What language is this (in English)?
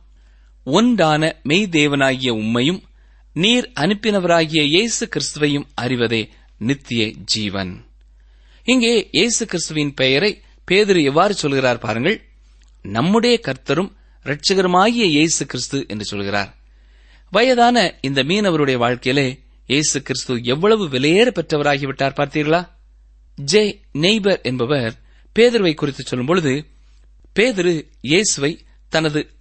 Tamil